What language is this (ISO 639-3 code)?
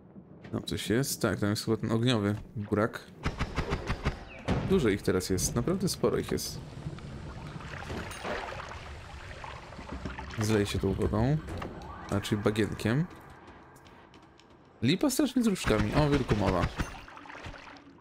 pol